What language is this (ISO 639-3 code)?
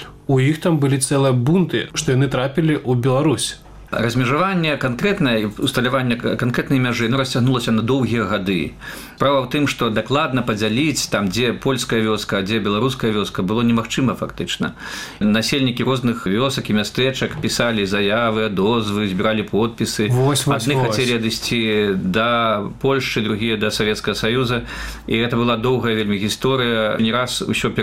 bel